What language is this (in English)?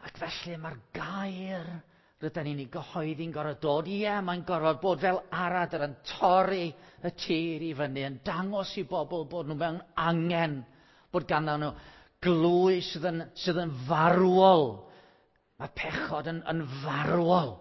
Welsh